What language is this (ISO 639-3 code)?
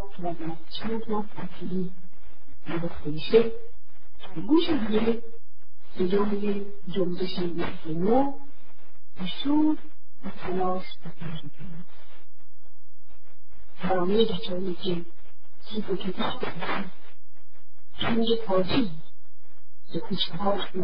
fas